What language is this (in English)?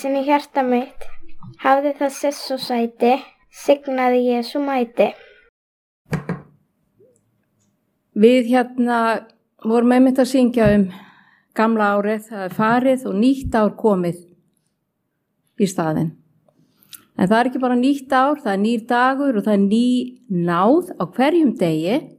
Icelandic